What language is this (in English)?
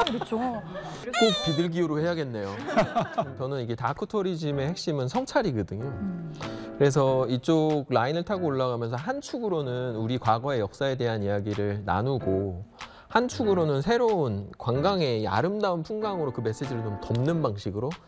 Korean